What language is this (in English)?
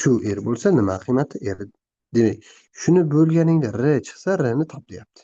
Uzbek